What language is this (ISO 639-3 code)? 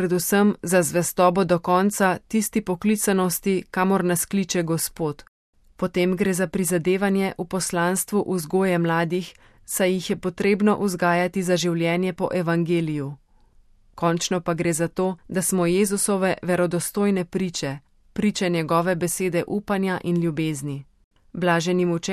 slv